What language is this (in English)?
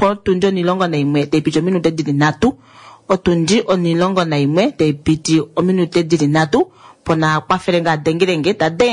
Kuanyama